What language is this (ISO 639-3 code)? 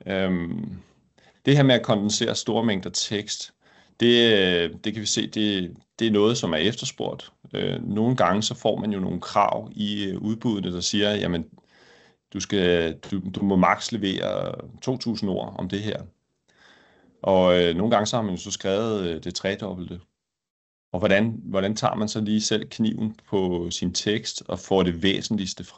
dan